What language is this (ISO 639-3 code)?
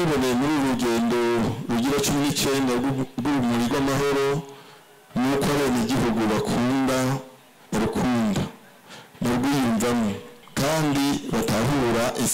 run